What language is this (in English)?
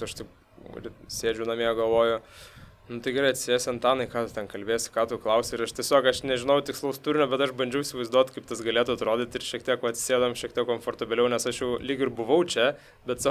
Lithuanian